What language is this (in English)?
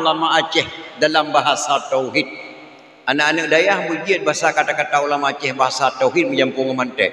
Achinese